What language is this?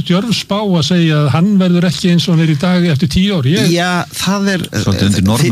Icelandic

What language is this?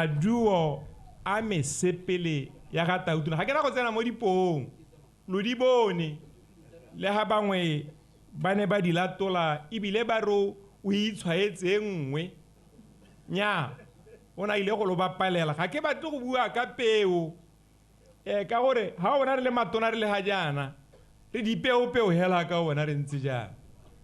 Tswana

